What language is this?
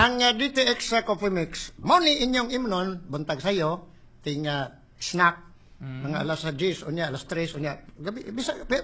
Cebuano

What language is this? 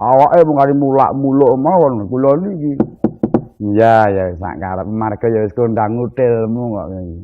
Javanese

